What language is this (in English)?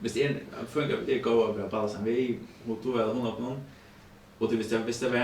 Faroese